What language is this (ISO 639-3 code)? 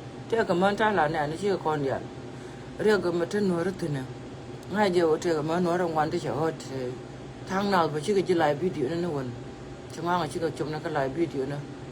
nus